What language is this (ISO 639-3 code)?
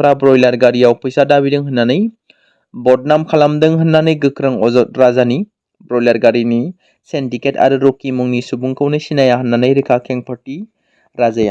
brx